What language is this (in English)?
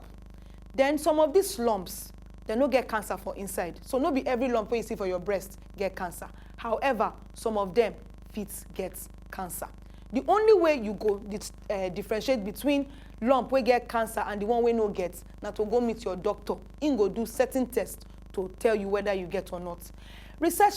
Nigerian Pidgin